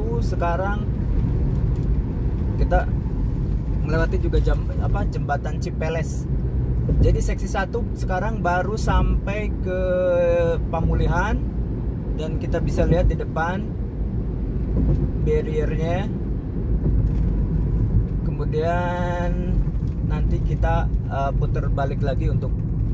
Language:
Indonesian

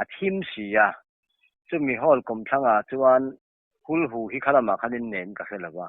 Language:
Mizo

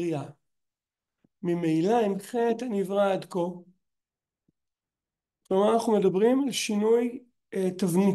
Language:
Hebrew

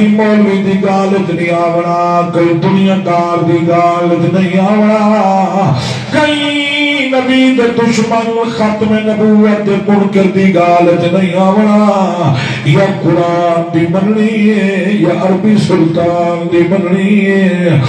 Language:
Saraiki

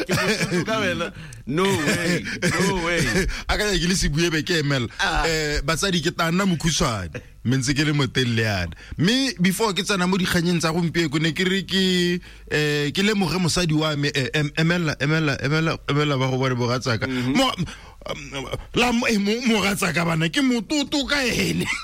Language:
Tswana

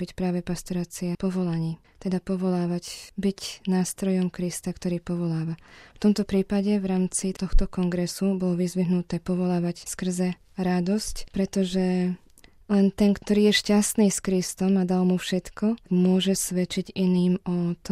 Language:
Slovak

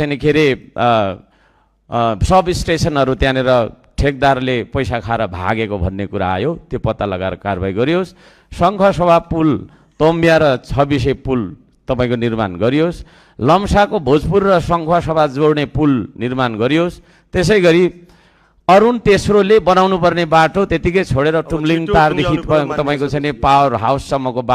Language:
Nepali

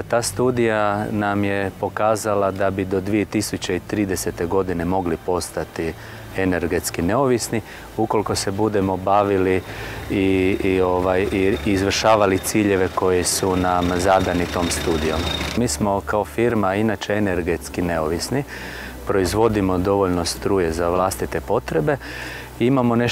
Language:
Croatian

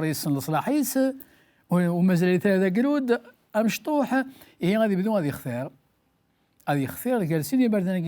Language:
Kabyle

